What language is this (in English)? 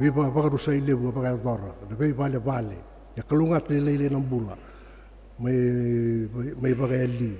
Fijian